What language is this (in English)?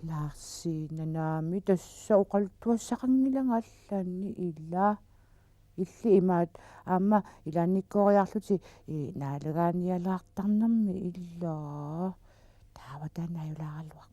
Kalaallisut